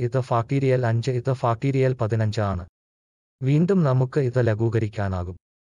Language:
Malayalam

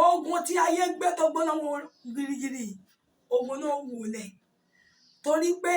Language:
Yoruba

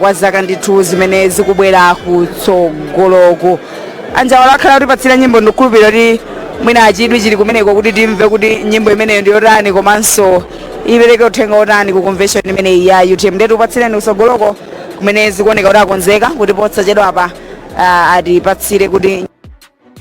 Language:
Nyanja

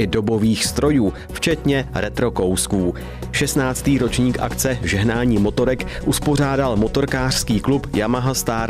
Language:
Czech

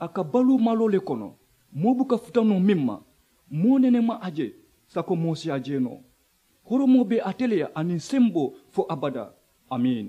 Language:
Mandingo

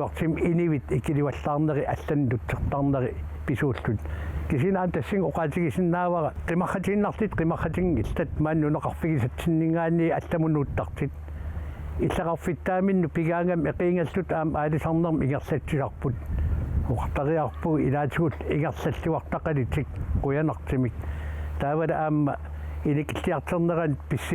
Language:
Kalaallisut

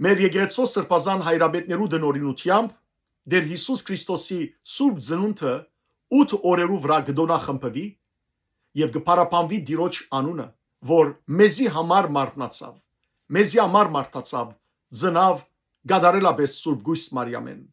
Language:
Western Armenian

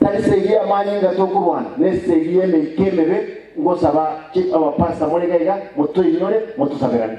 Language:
Gusii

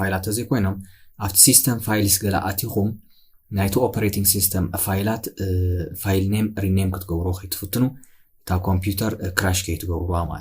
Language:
Tigrinya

